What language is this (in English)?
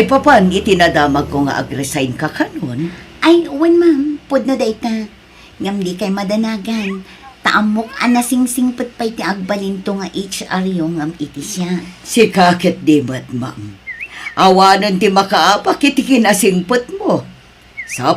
Iloko